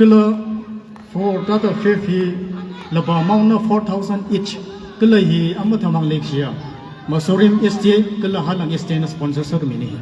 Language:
Tangkhul Naga (India)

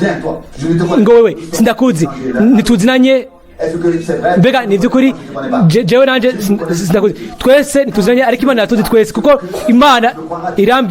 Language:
Rundi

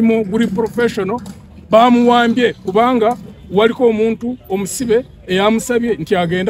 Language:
Ganda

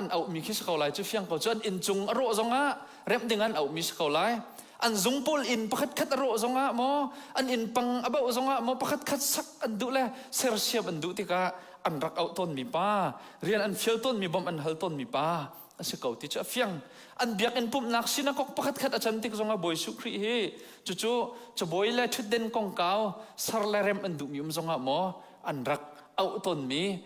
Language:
Hakha Chin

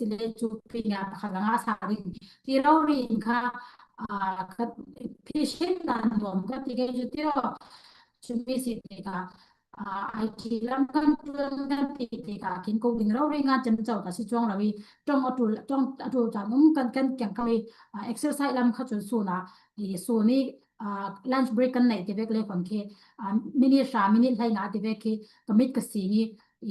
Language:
Falam Chin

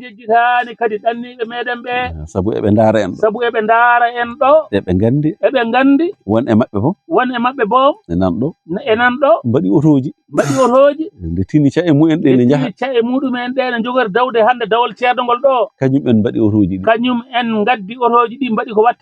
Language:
Fula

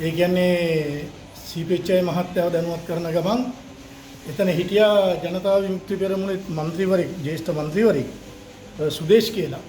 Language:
Sinhala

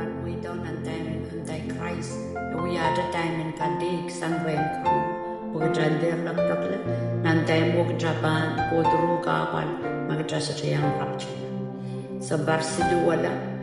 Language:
Pohnpeian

